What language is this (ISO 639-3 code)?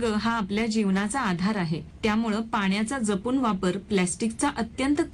mar